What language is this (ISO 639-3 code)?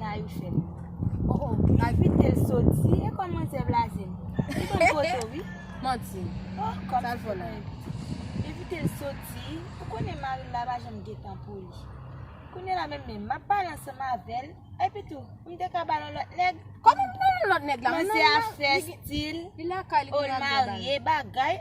hat